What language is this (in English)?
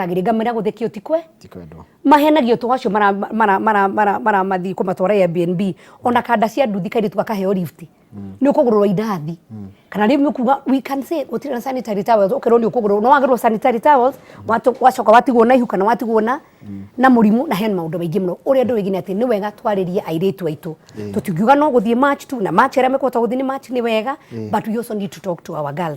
Kikuyu